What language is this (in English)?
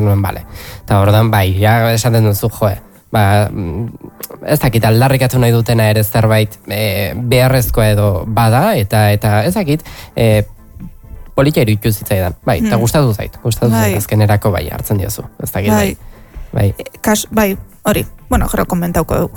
Basque